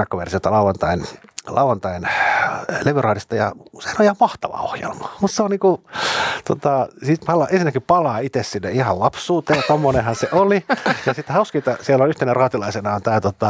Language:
Finnish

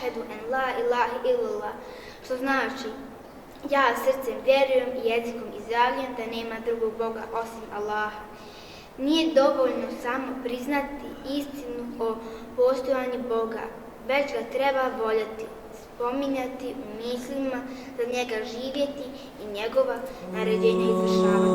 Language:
Bosnian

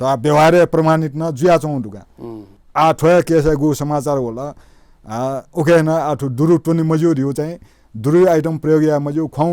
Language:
Newari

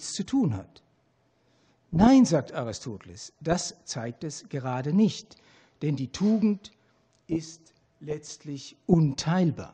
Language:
German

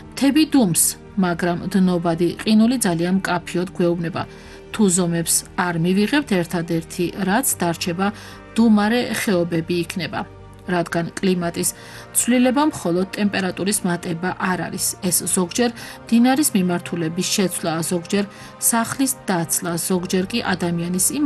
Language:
Georgian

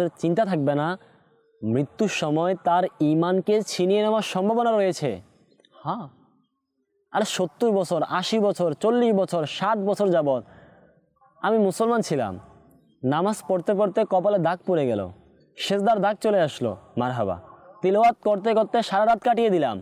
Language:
Bangla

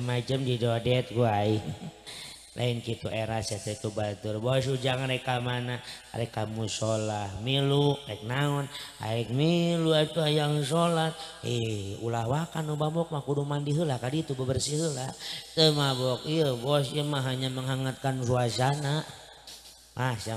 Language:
Sundanese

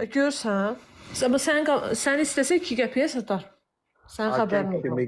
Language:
Azerbaijani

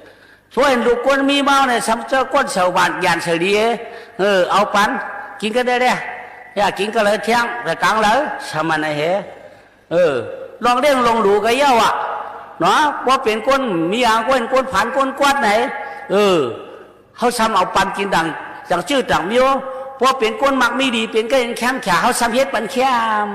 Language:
Shan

